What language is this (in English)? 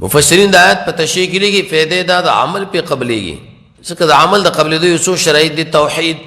Pashto